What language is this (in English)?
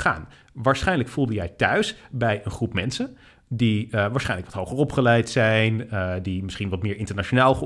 Dutch